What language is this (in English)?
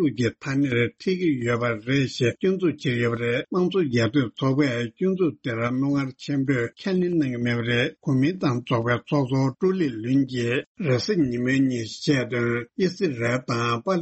Tibetan